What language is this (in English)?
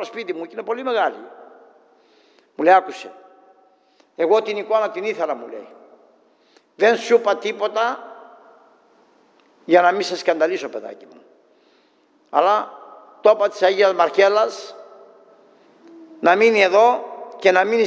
Greek